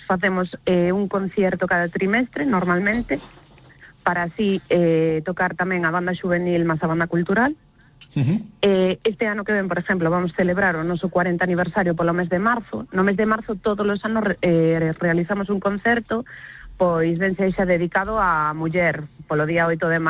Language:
Galician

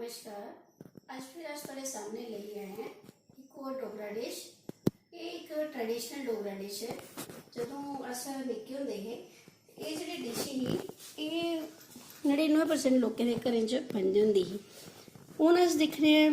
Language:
Dogri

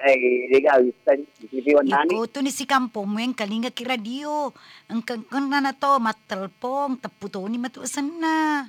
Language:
Buginese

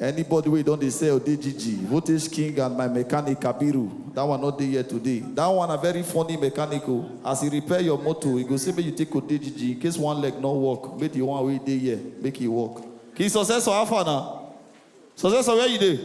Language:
Nigerian Pidgin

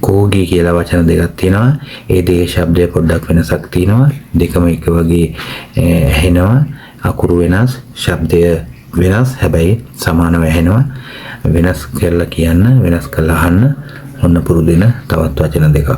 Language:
Sinhala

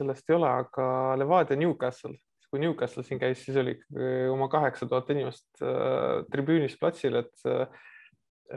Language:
Estonian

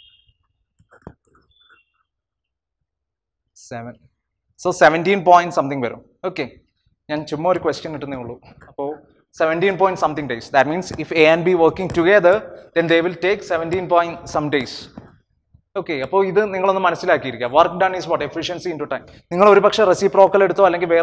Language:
Malayalam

